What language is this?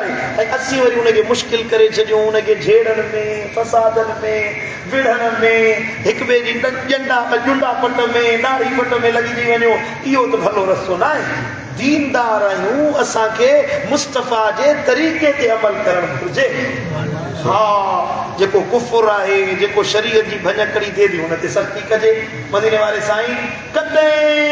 Sindhi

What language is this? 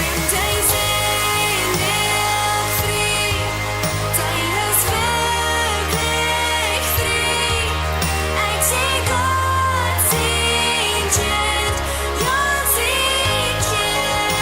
Plautdietsch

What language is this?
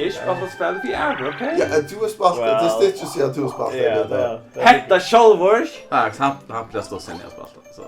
Faroese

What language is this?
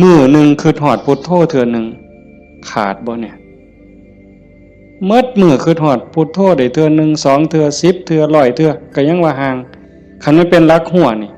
Northeastern Thai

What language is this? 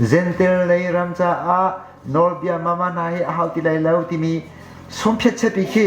Hakha Chin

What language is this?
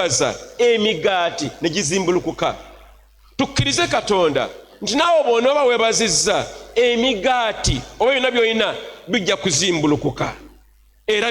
Ganda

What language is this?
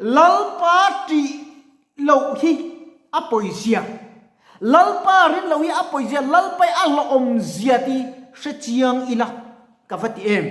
Mizo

